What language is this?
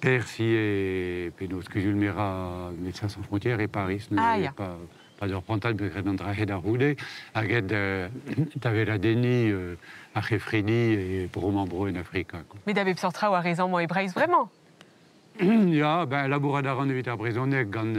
Breton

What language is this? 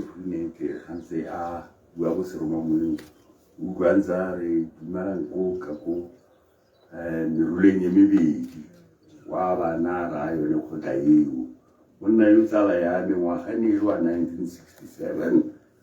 Tswana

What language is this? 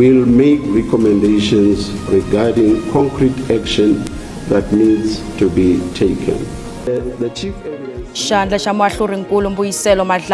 Tsonga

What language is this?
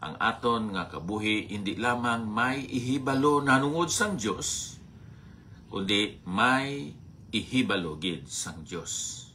Hiligaynon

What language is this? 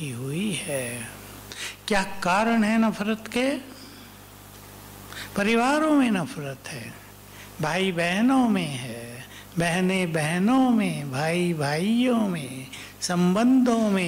Hindi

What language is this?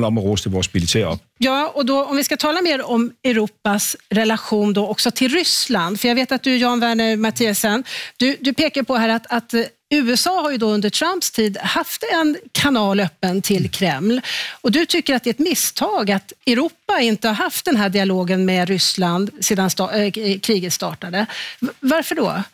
Swedish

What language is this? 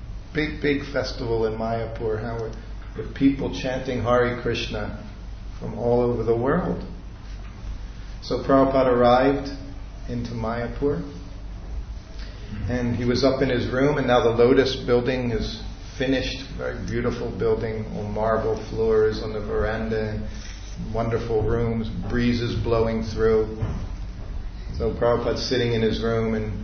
English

